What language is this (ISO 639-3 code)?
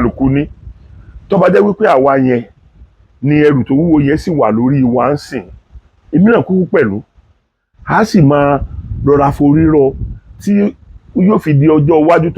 yor